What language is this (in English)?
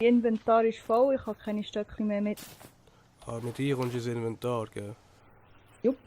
Swiss German